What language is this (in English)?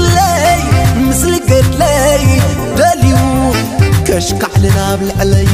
Tigrinya